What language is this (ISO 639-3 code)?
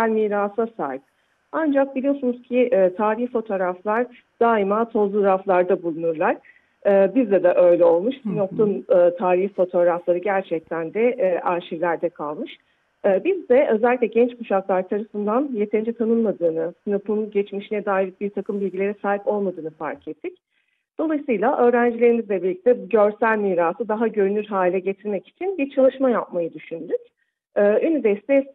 tur